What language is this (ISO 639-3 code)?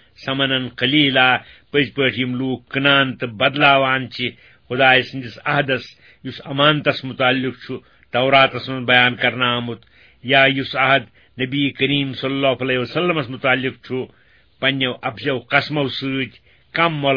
kas